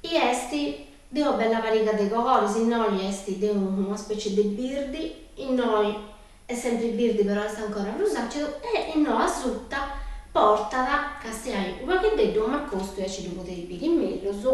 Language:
Sardinian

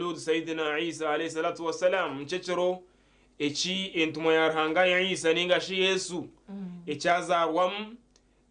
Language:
Nyankole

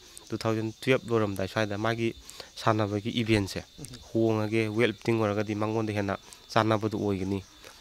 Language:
Manipuri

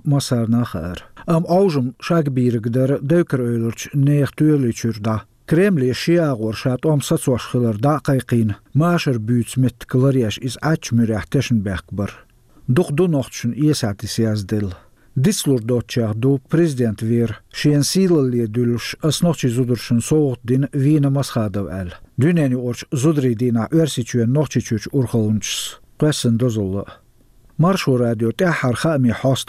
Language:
Chechen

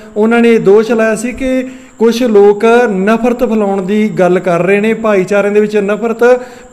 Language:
Punjabi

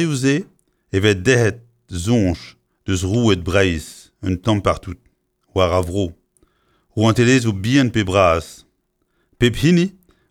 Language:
Breton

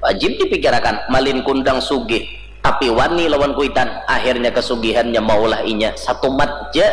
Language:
Banjar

